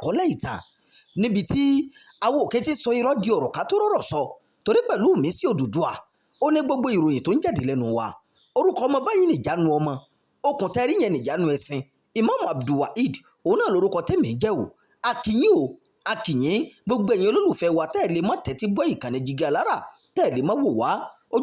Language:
Yoruba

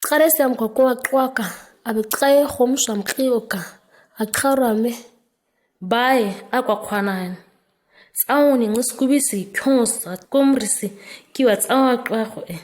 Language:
ǁGana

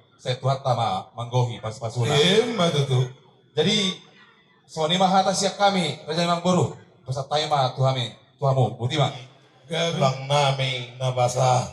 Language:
Batak Toba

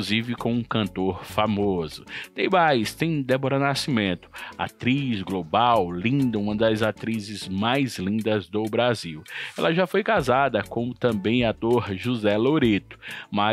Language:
Portuguese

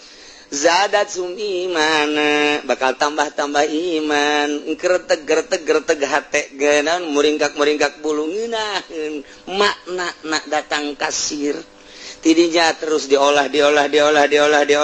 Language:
Sundanese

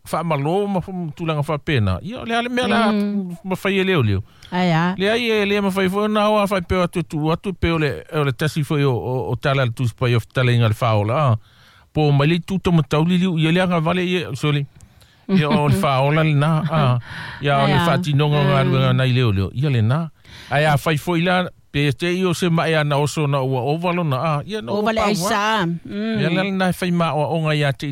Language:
Samoan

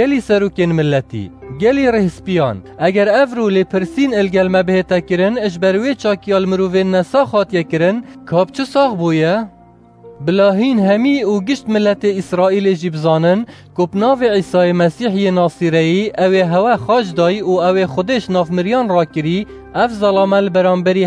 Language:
Kurdish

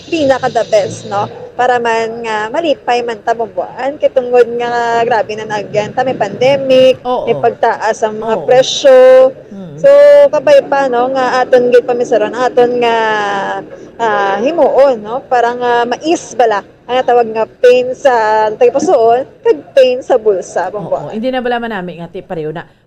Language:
Hiligaynon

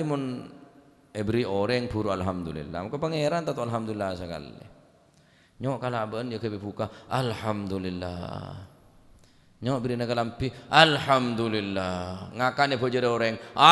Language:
Madurese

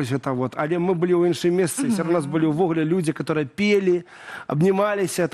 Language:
Belarusian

